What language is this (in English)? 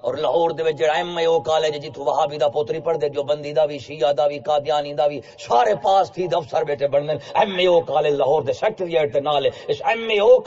Saraiki